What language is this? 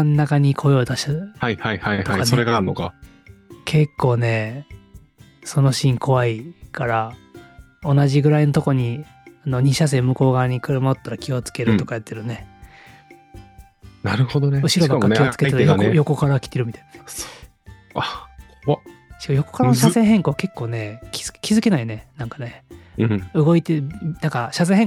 Japanese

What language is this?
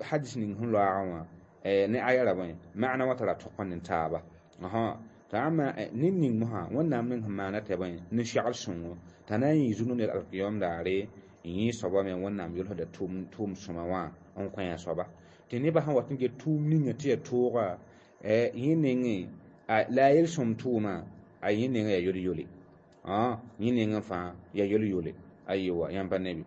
Mossi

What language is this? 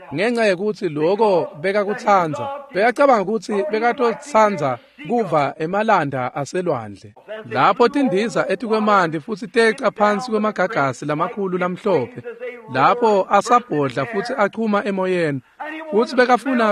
Swati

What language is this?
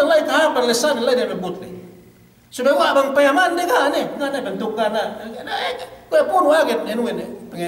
Yakan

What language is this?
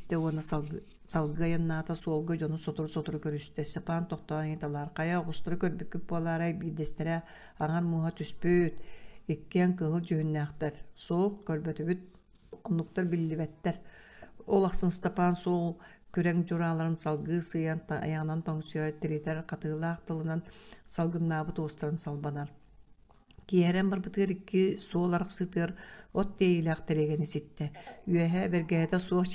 Yakut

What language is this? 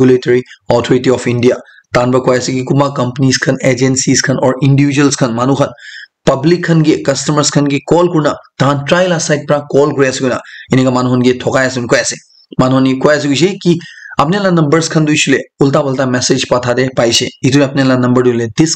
Naga Pidgin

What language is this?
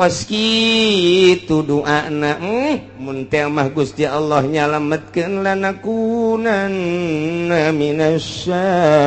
Sundanese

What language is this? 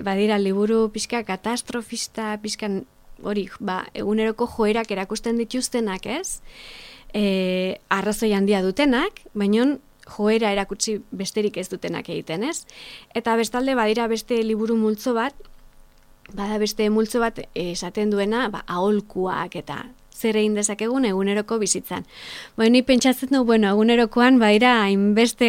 Basque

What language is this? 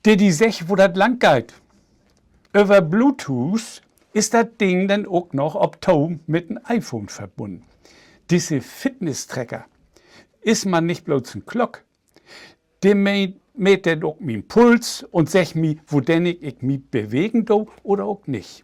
Low German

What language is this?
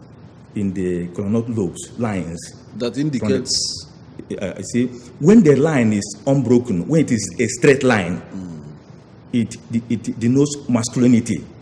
Igbo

